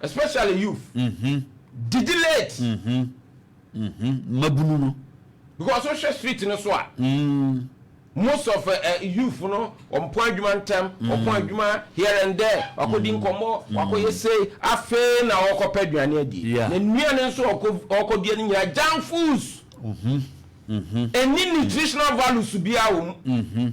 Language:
Akan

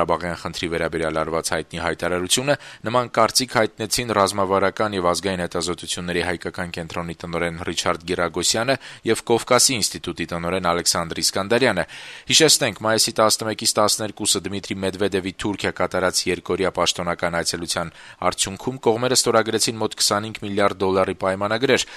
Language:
Armenian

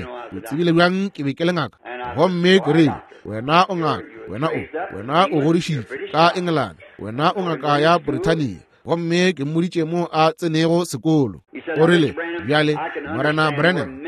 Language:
Northern Sotho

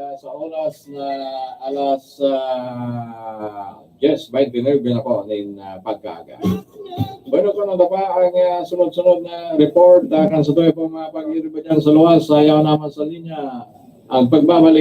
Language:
Bikol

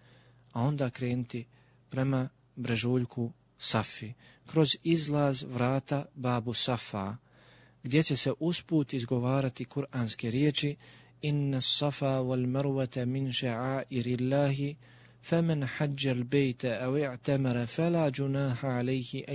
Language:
Bosnian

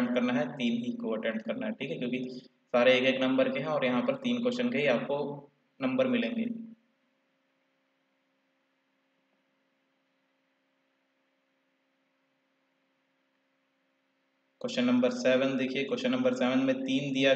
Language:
Hindi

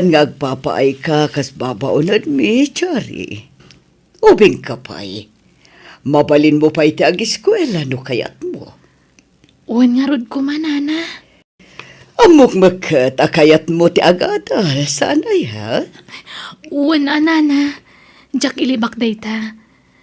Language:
Iloko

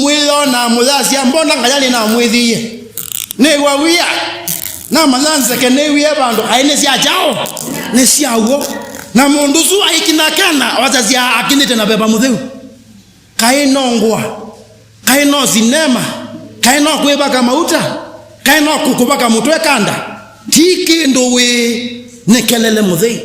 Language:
Kamba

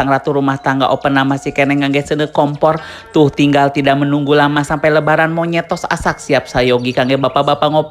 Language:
Sundanese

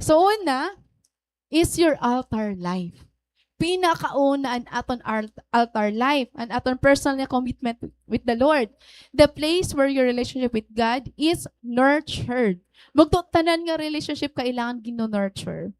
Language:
Waray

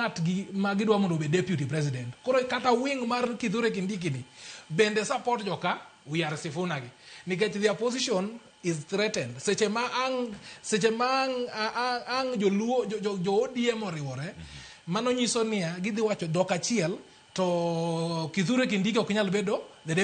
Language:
Luo (Kenya and Tanzania)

